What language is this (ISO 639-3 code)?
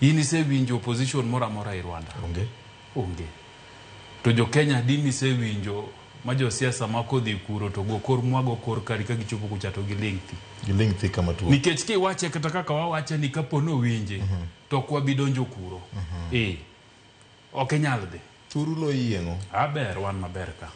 luo